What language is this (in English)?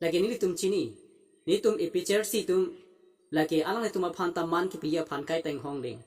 Karbi